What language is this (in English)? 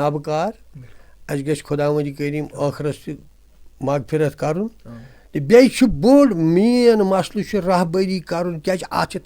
Kashmiri